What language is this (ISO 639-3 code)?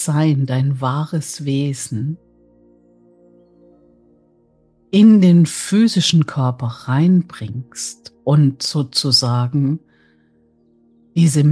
deu